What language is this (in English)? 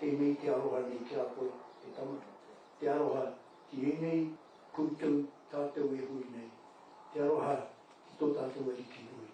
Māori